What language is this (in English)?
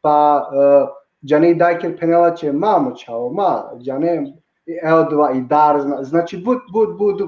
Balkan Romani